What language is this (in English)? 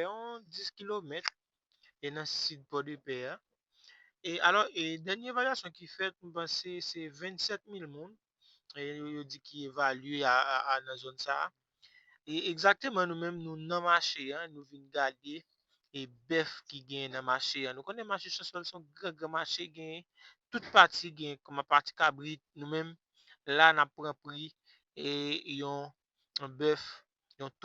Haitian Creole